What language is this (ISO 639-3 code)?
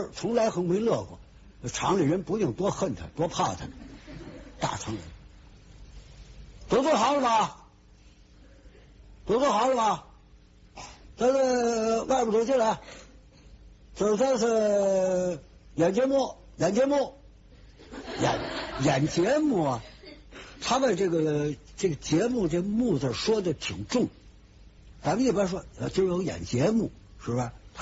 zho